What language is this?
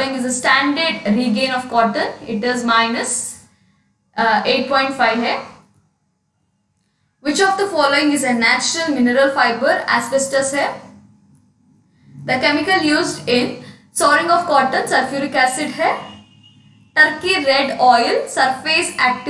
English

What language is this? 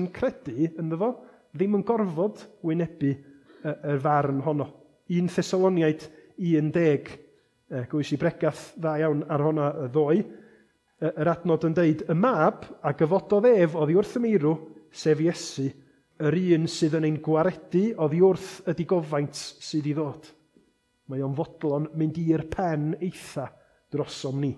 Welsh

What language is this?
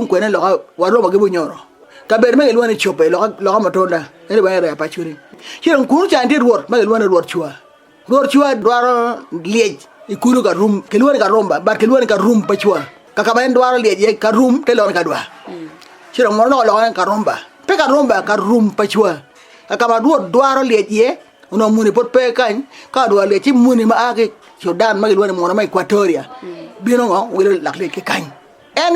Acoli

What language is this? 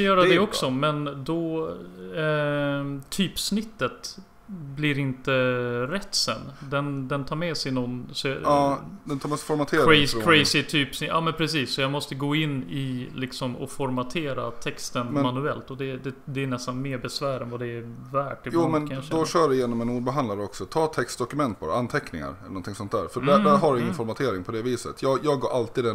Swedish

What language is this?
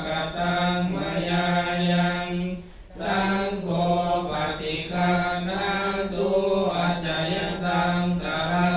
Pali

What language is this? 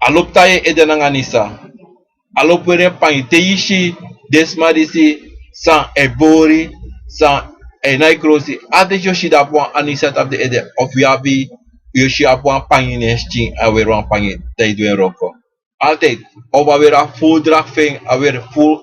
Sranan Tongo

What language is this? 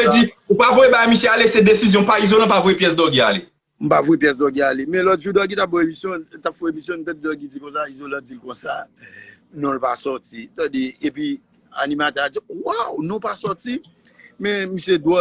Haitian Creole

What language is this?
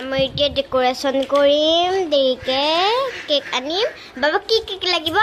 Assamese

